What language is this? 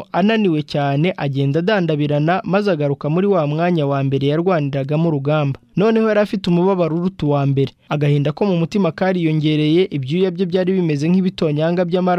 Kinyarwanda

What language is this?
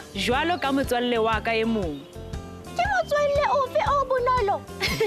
Southern Sotho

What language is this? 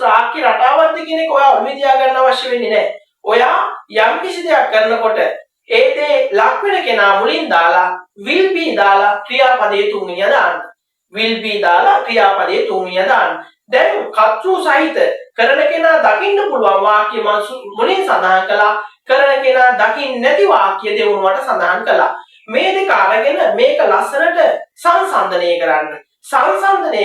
Sinhala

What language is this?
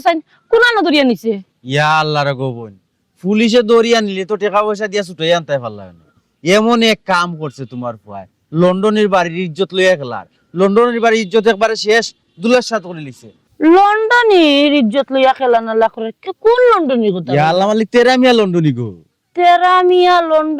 Sylheti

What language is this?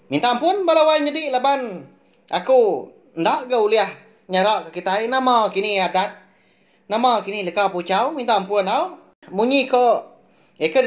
Iban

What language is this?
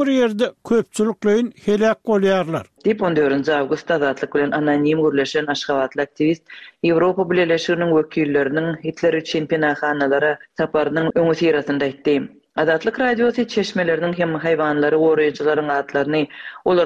Turkmen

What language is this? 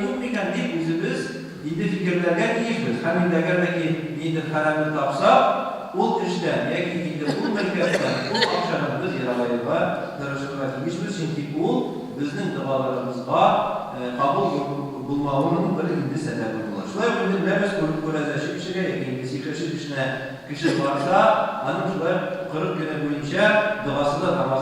Tatar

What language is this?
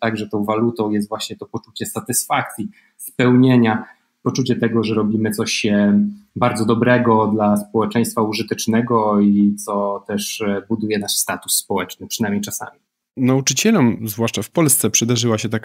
Polish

